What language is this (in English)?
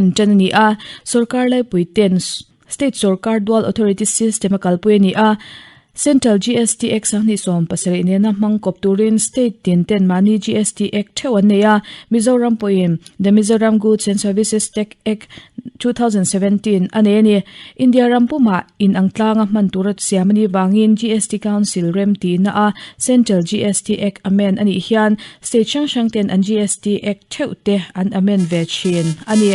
Mizo